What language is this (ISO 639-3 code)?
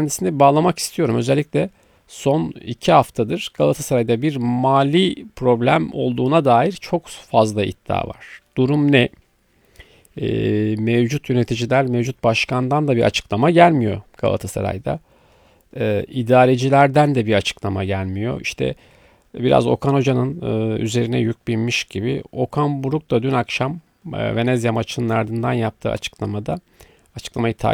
tur